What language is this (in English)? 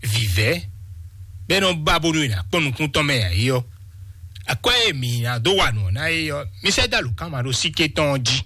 Fon